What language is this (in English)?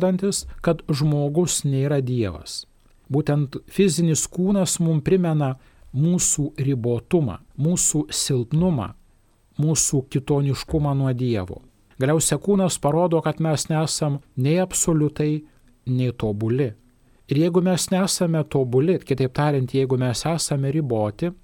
Lithuanian